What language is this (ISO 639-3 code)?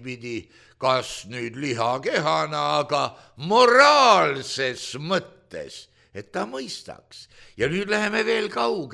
est